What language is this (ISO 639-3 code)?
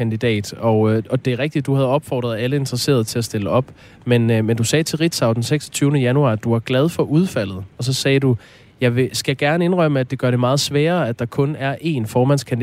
dan